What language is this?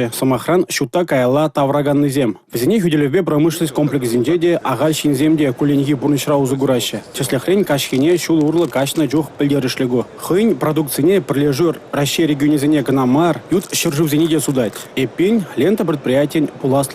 Chuvash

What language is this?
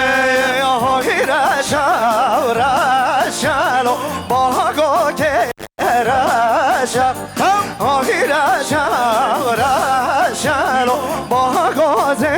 Kurdish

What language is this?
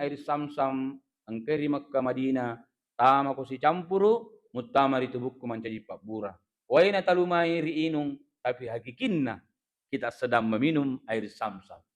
Buginese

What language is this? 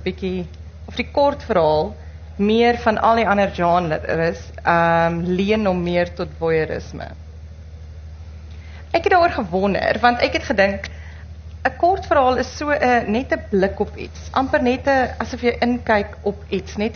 Afrikaans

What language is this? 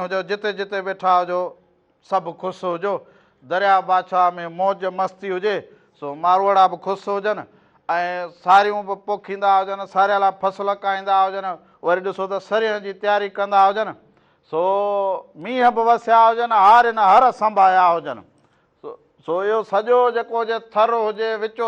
Sindhi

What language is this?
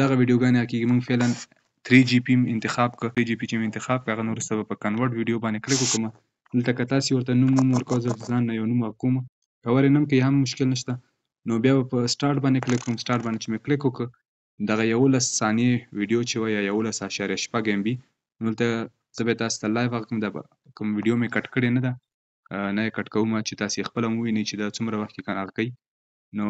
Pashto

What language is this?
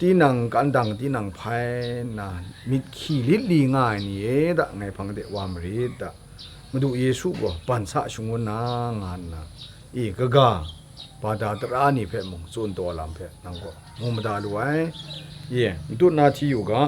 Kachin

